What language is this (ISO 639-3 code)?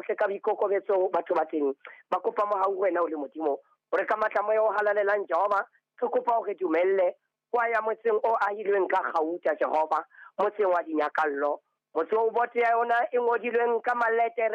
sot